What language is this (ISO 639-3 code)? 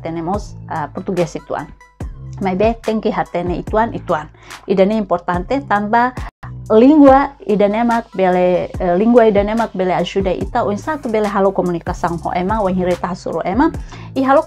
tet